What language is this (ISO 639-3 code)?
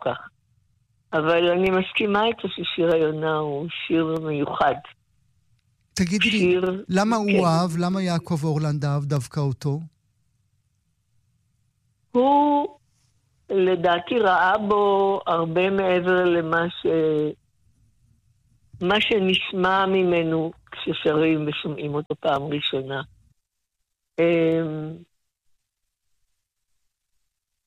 heb